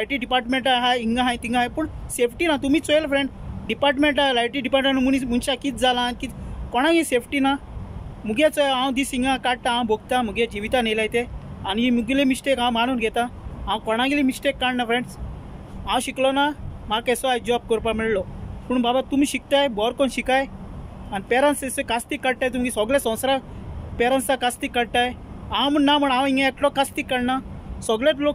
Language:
Konkani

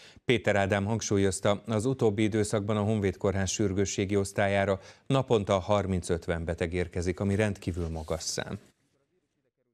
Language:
Hungarian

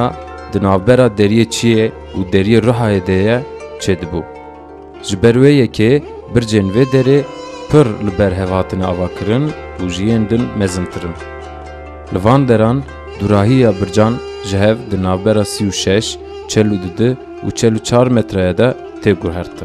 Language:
Kurdish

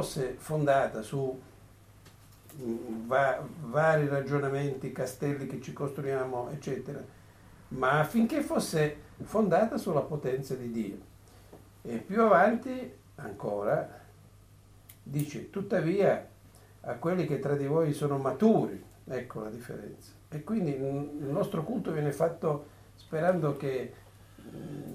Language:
Italian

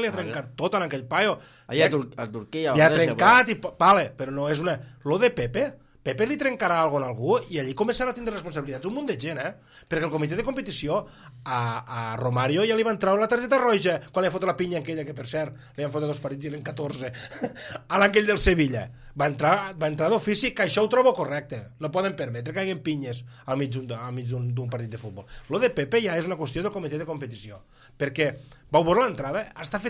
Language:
Catalan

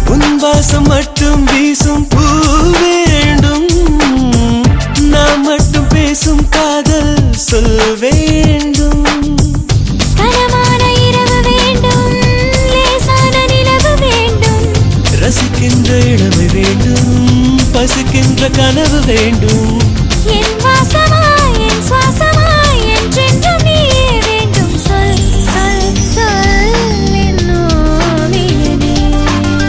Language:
Tamil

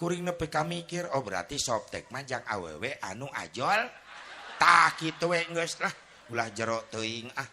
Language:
Sundanese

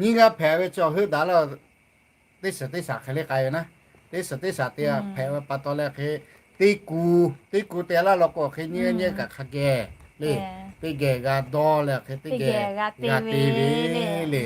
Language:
Lahu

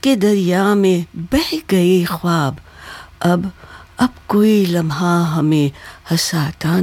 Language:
Urdu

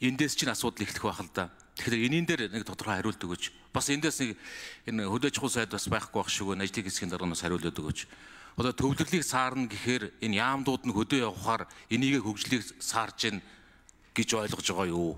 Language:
Mongolian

